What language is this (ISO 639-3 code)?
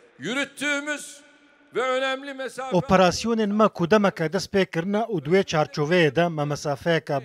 kur